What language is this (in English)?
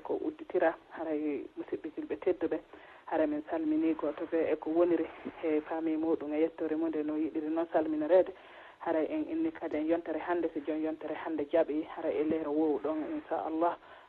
Fula